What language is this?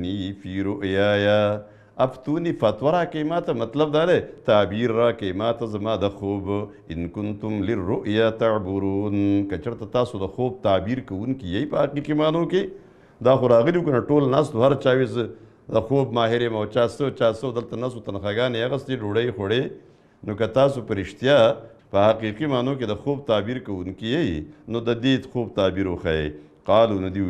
Pashto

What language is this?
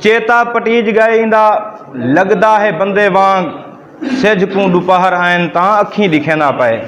Saraiki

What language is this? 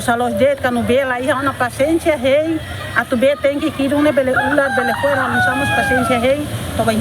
Tetum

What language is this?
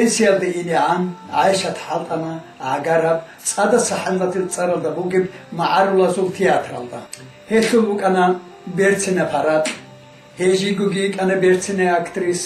Avaric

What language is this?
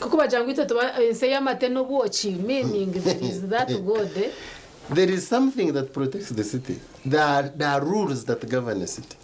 Nyankole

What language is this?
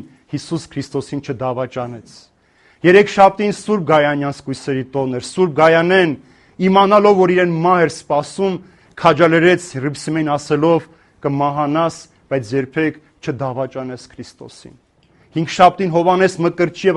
Armenian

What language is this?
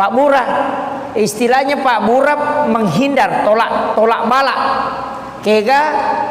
Buginese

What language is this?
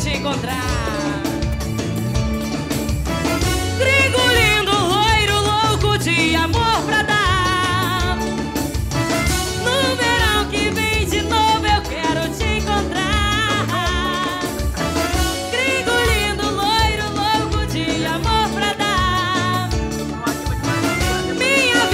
Portuguese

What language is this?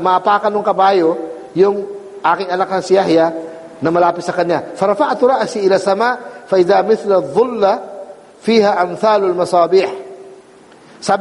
Filipino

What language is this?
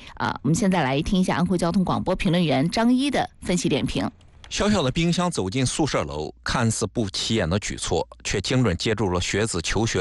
Chinese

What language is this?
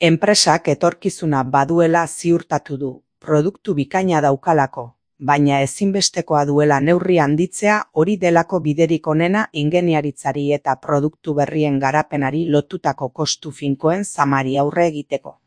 Basque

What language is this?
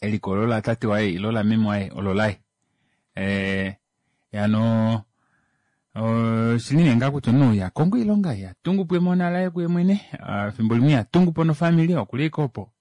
Kuanyama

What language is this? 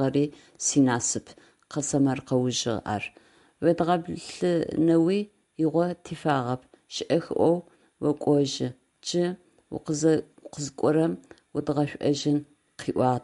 Adyghe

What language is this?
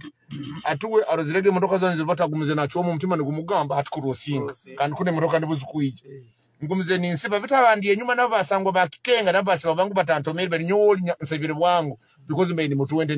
Nyoro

